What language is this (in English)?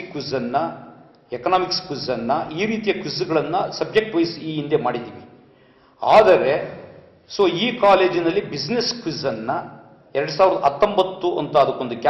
Kannada